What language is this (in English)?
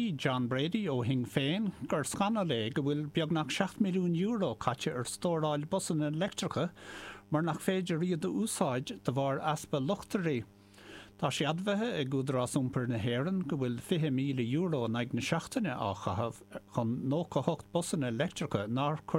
Irish